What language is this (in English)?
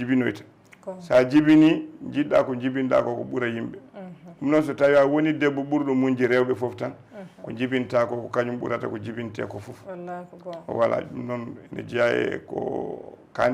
Fula